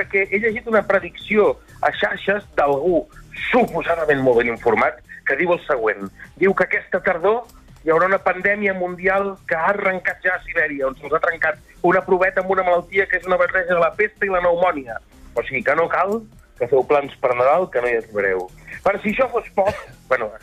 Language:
Catalan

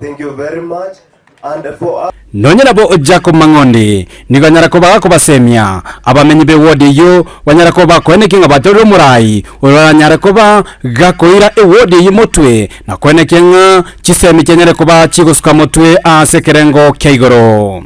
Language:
Gusii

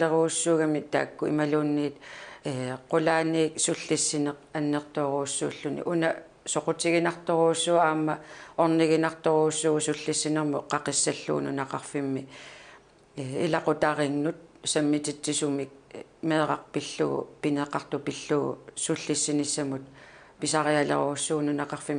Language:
Kalaallisut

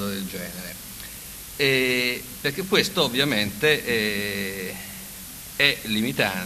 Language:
Italian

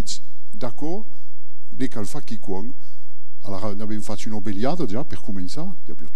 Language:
Occitan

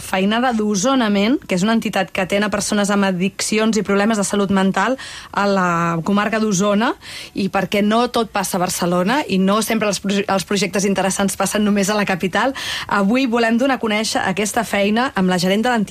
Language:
Catalan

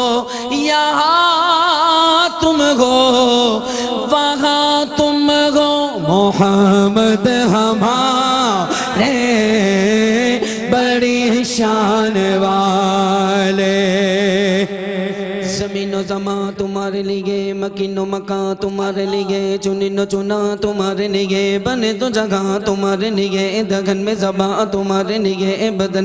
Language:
Urdu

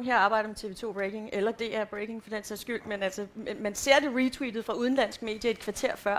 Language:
Danish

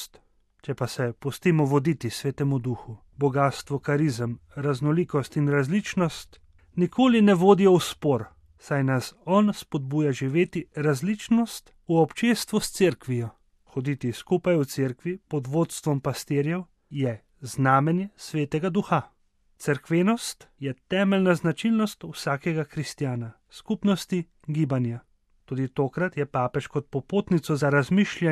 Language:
Slovenian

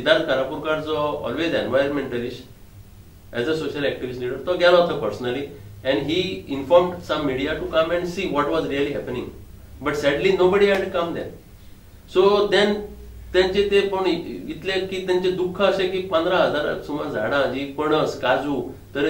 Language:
Konkani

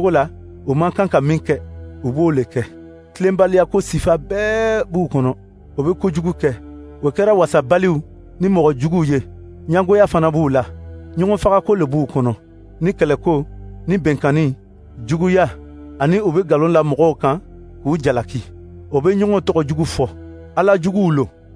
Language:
Dyula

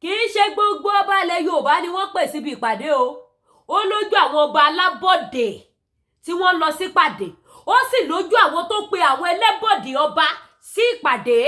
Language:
Yoruba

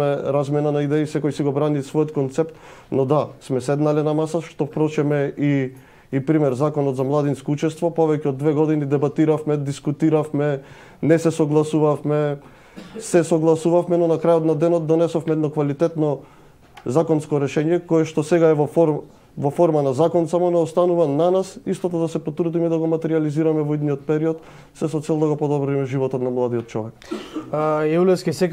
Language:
Macedonian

